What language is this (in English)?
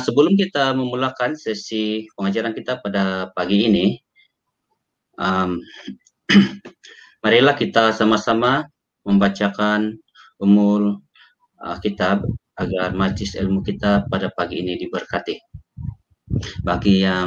Malay